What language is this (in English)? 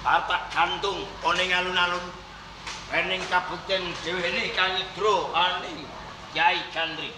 Javanese